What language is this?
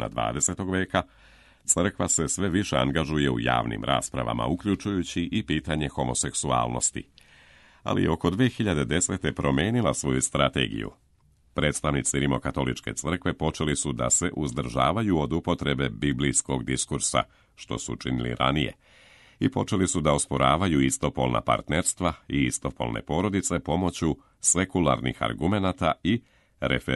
Serbian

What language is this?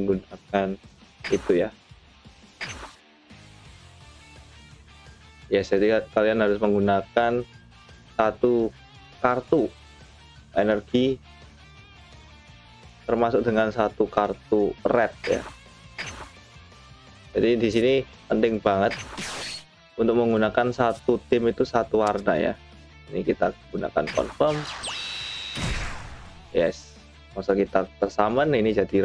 Indonesian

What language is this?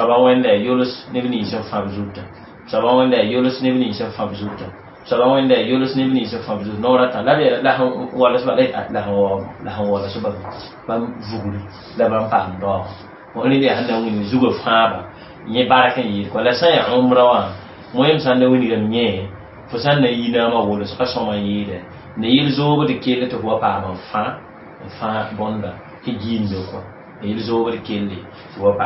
Mossi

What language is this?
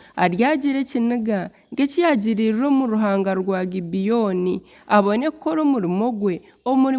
Nyankole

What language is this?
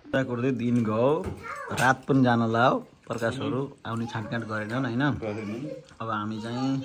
Nepali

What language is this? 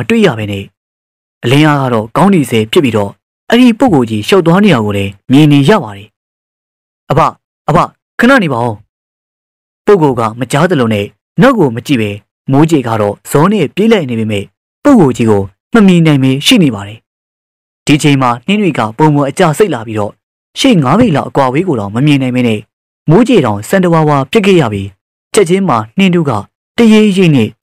Burmese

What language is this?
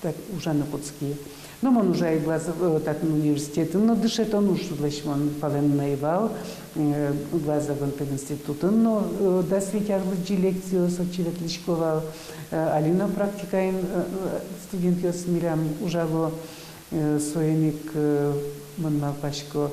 Udmurt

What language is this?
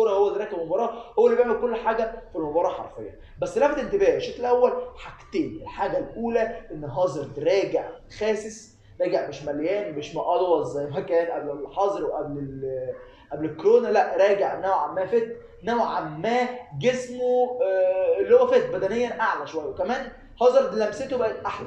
Egyptian Arabic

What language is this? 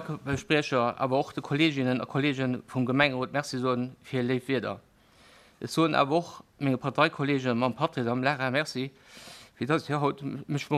Luxembourgish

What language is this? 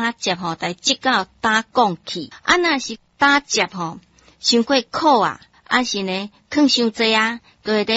Min Nan Chinese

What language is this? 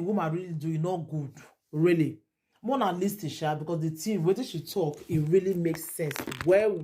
Nigerian Pidgin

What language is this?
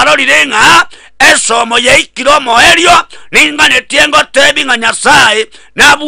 Gusii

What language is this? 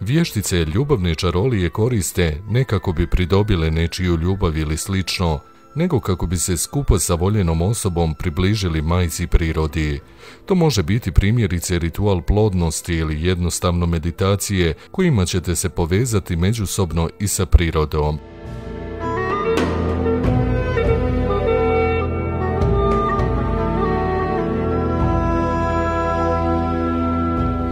Bosnian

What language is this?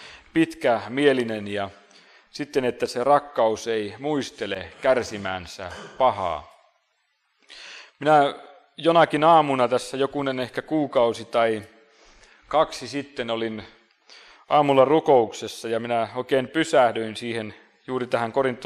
Finnish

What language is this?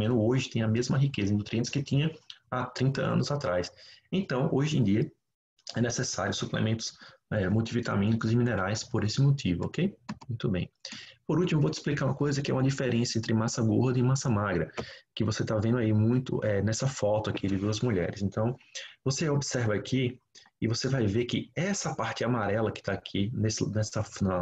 Portuguese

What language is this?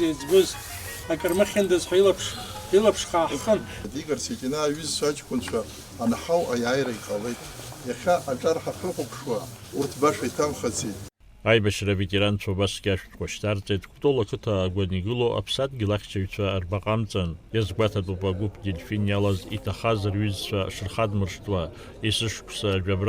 Abkhazian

